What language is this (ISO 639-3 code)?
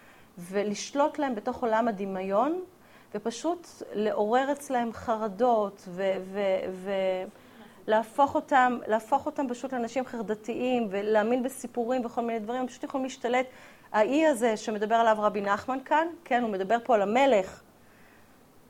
heb